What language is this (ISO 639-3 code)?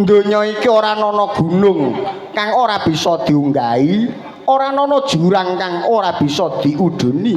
jav